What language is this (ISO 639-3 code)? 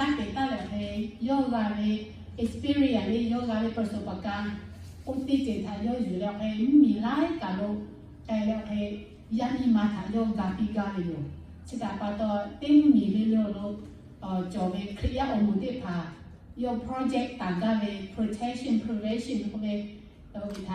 lhu